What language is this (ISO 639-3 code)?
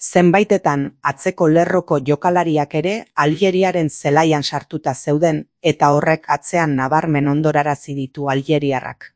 eus